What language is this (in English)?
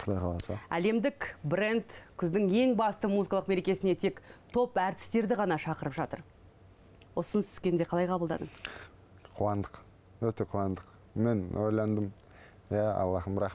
Kazakh